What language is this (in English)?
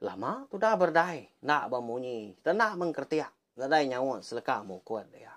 Iban